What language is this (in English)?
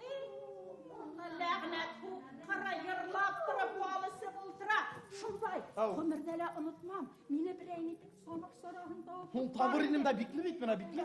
Bashkir